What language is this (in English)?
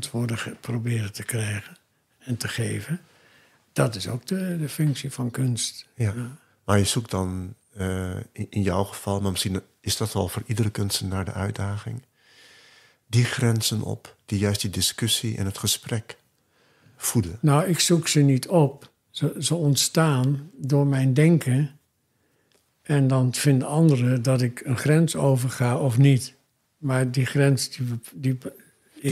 Dutch